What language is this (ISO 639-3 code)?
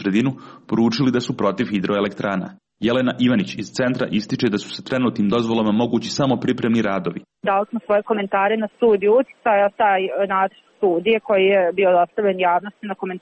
srp